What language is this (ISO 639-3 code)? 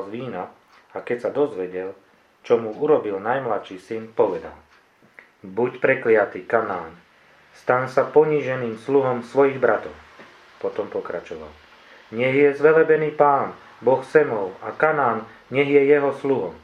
slk